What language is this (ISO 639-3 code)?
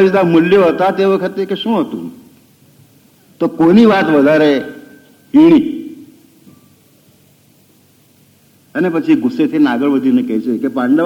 guj